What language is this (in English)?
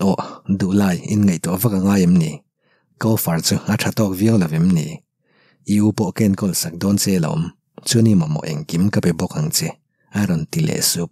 Mizo